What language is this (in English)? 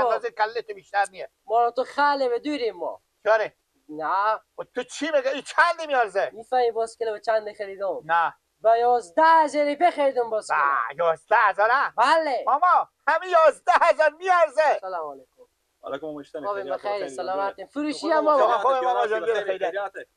Persian